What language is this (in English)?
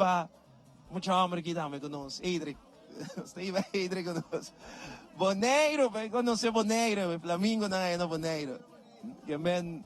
Papiamento